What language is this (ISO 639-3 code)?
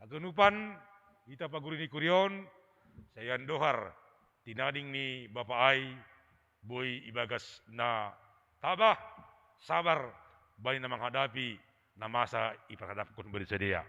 bts